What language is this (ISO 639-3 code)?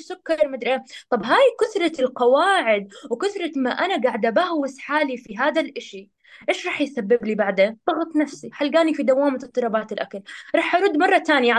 apc